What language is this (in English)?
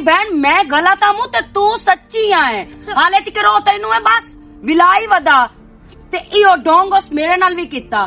Western Panjabi